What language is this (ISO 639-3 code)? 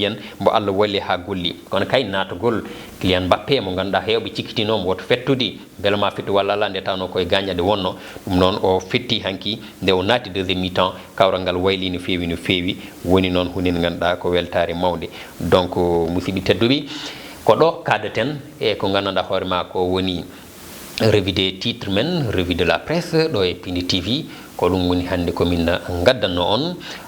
ful